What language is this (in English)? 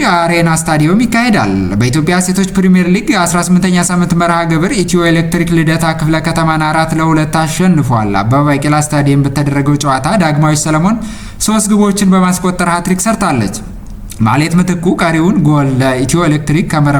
Amharic